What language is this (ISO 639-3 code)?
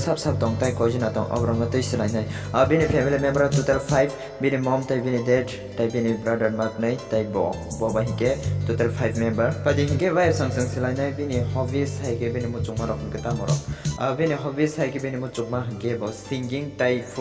trp